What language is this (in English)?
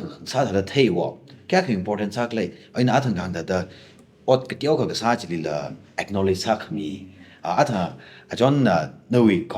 Tangkhul Naga (India)